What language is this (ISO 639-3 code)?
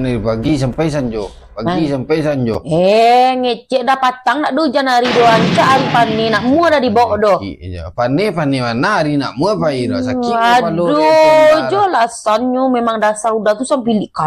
min